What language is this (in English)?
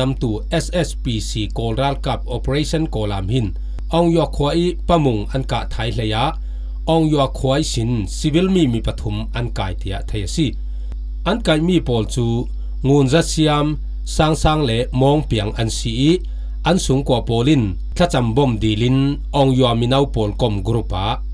Falam Chin